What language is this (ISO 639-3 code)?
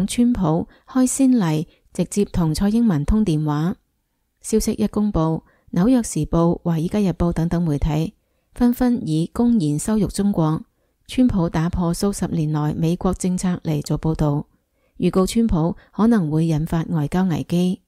yue